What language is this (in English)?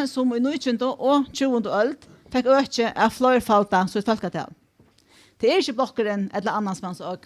Faroese